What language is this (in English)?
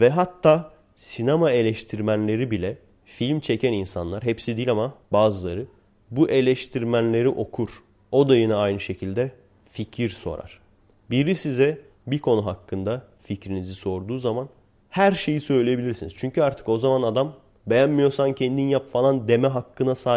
Turkish